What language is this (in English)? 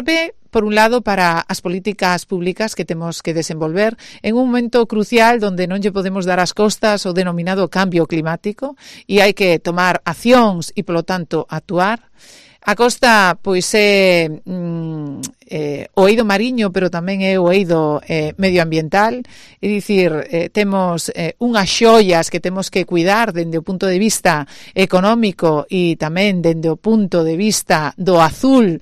Galician